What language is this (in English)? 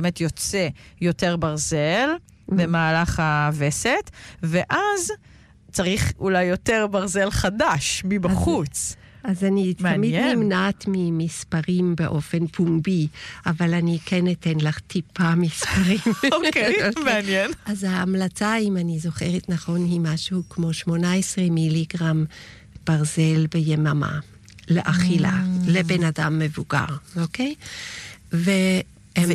Hebrew